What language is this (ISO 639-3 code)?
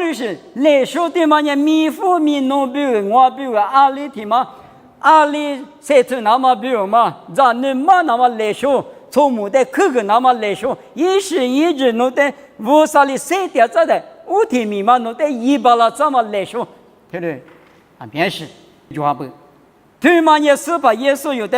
lis